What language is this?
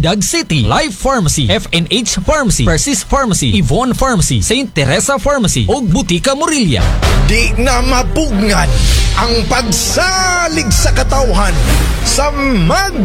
Cebuano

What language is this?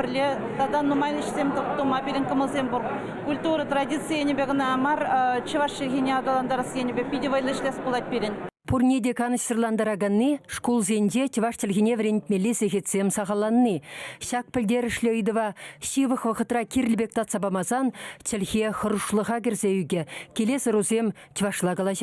Chuvash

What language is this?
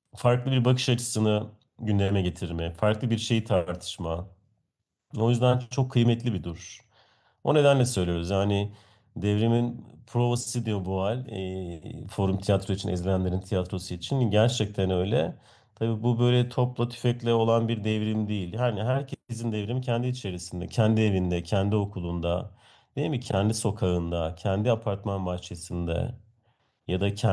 Turkish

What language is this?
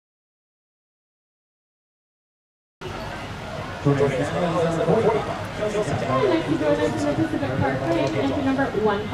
English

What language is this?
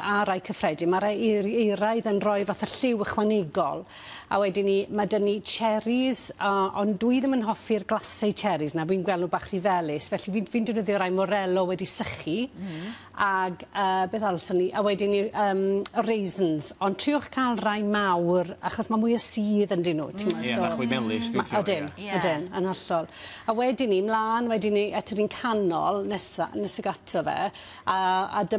Welsh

